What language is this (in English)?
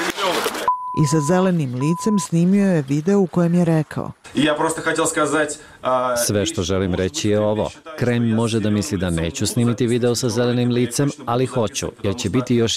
Bosnian